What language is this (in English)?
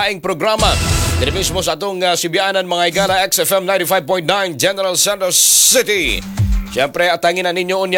Cebuano